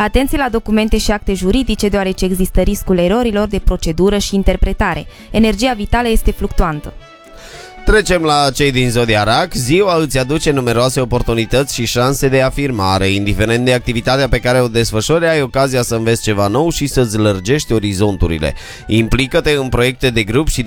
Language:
Romanian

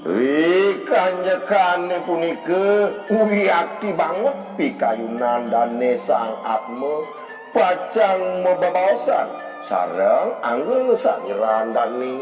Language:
Balinese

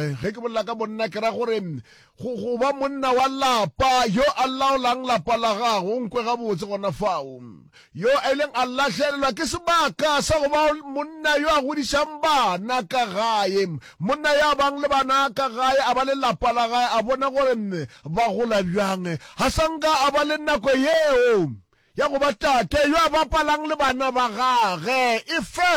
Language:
Northern Sotho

